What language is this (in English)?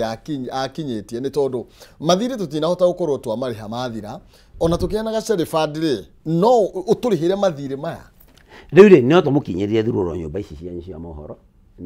Kikuyu